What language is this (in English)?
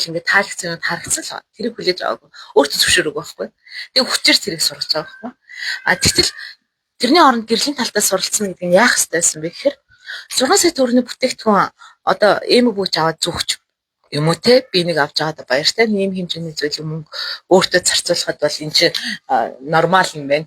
Mongolian